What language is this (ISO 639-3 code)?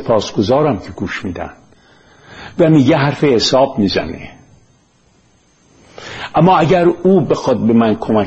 fas